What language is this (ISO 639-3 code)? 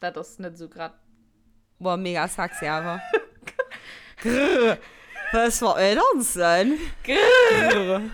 ltz